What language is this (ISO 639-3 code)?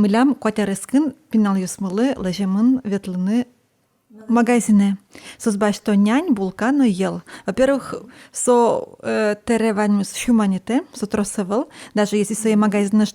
udm